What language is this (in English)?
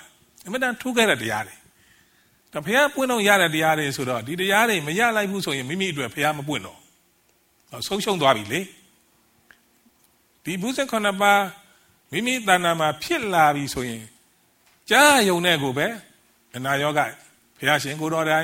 Burmese